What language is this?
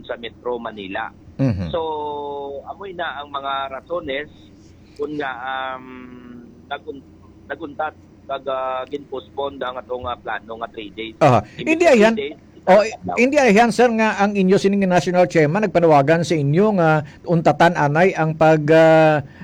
Hiligaynon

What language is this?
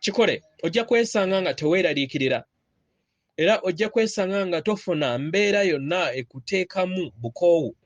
Ganda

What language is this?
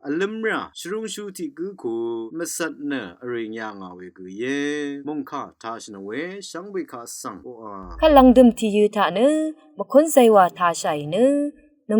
Rawang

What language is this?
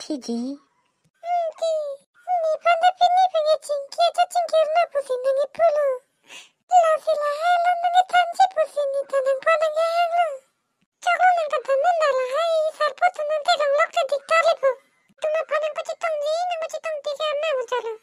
Karbi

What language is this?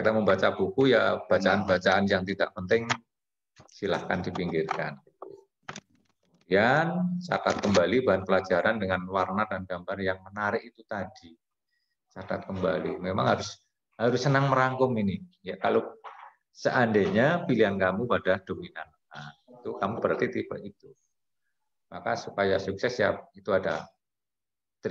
Indonesian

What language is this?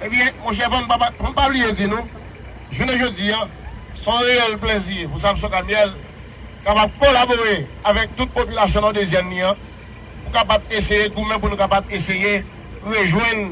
Haitian Creole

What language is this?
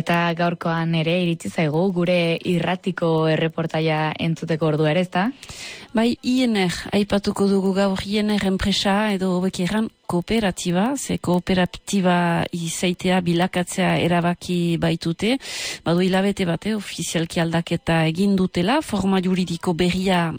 Basque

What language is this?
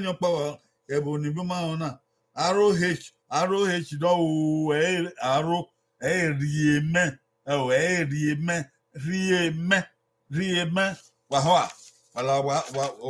Bini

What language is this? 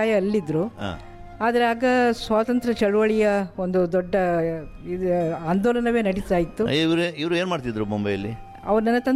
Kannada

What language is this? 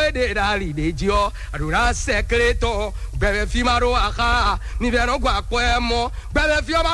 Fon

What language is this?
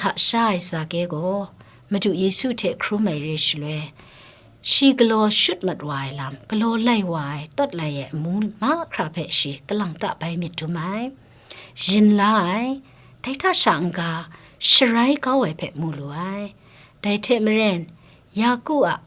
Kachin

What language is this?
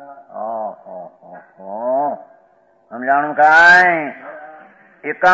Gujarati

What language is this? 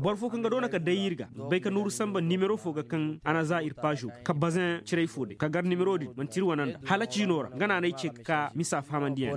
Koyraboro Senni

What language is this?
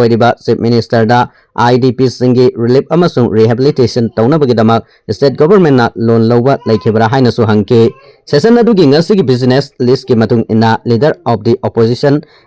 Manipuri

